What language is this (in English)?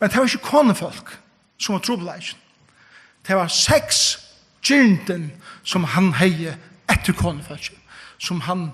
Faroese